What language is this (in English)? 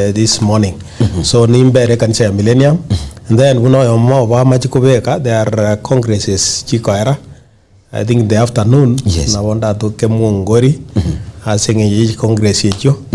Gusii